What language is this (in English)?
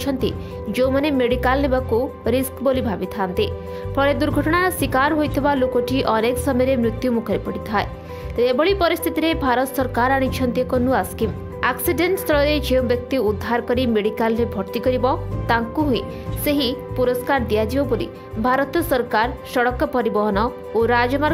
Odia